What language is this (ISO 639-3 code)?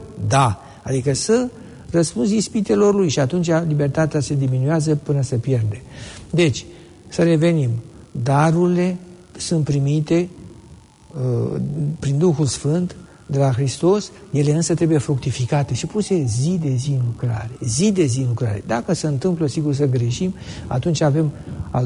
ron